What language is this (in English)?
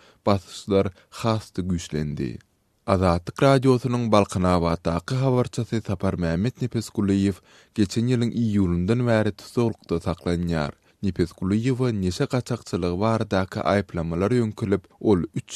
Turkmen